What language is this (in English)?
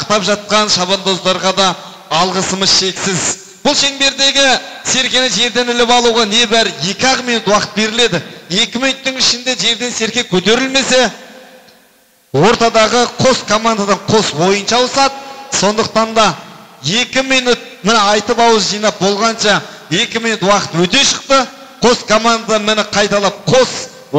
Kazakh